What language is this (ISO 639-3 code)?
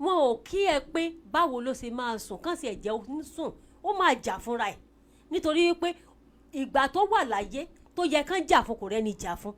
yor